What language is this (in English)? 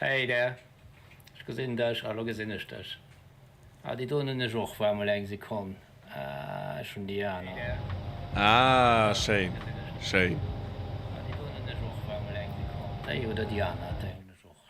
Luxembourgish